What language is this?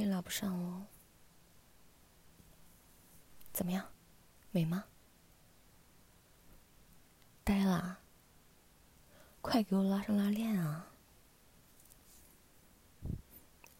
Chinese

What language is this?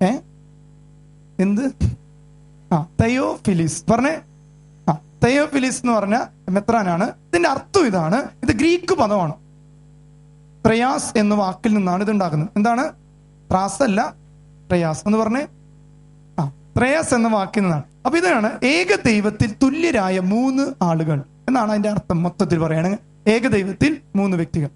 Malayalam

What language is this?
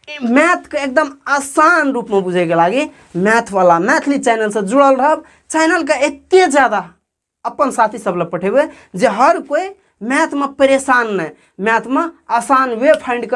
Maithili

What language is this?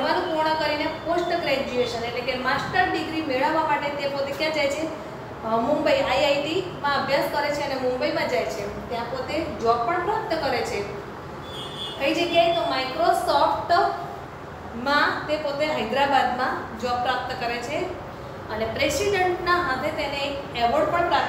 Gujarati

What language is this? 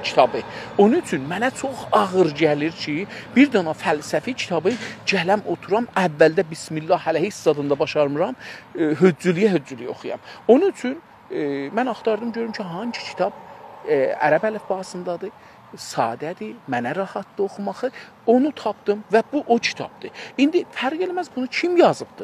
South Azerbaijani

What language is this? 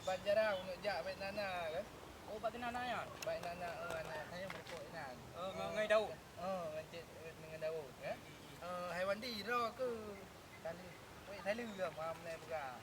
Achinese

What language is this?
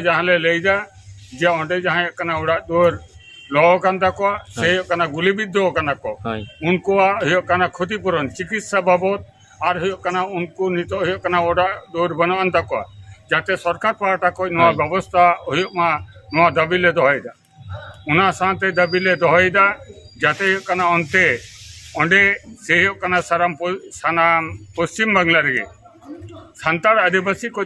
Santali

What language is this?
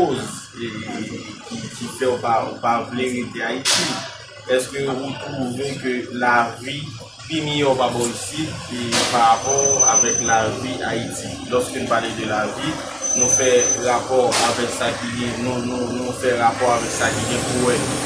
Haitian Creole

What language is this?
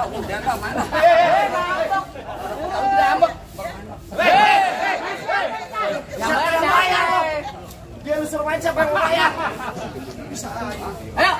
Betawi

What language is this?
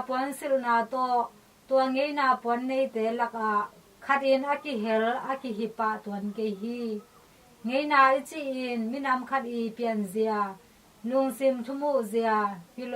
Tedim Chin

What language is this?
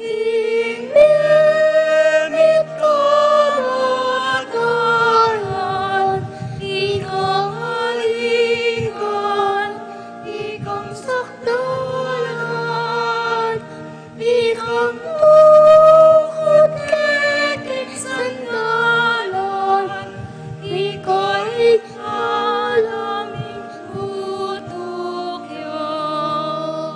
Pampanga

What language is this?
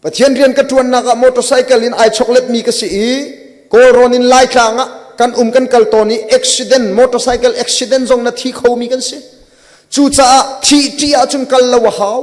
Hakha Chin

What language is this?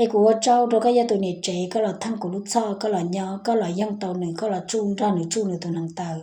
Hmong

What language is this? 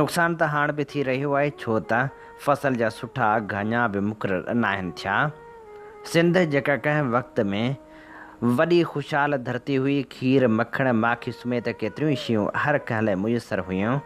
Sindhi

